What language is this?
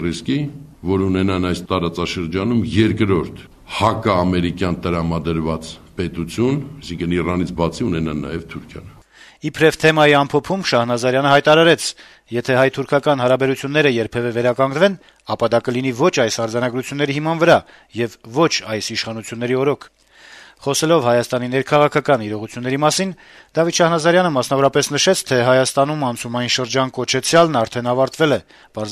Armenian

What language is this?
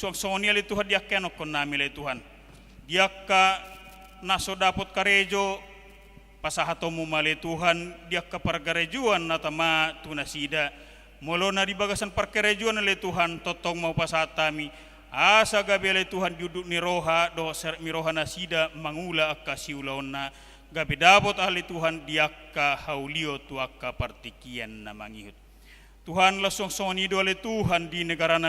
Batak Toba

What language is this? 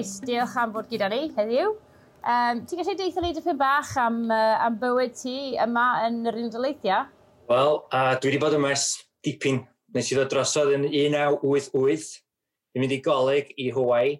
Welsh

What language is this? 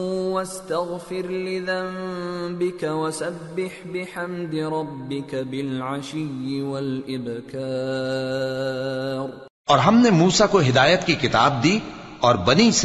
Urdu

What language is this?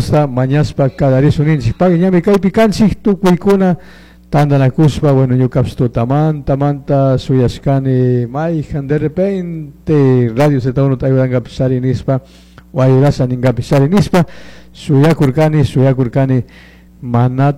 Chimborazo Highland Quichua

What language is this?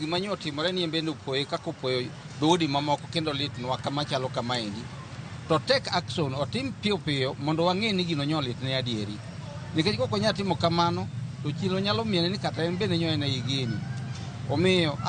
Luo (Kenya and Tanzania)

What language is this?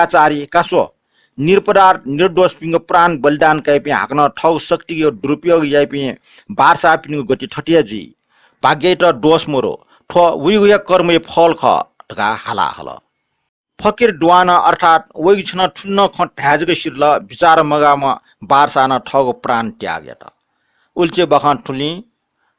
Newari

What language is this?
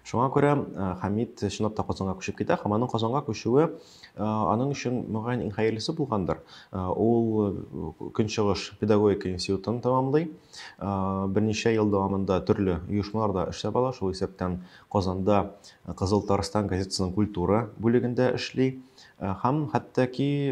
Tatar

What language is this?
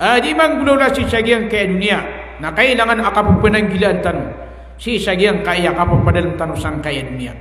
Maranao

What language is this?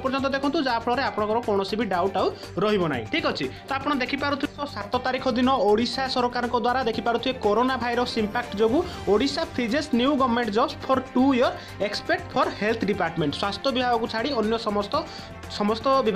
Odia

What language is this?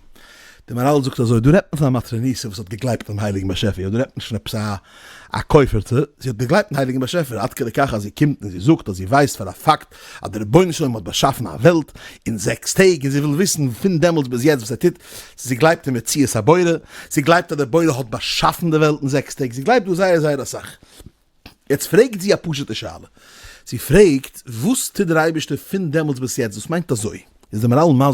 Yiddish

